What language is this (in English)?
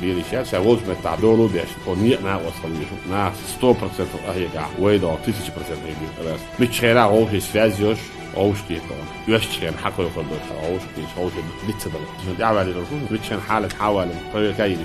Chechen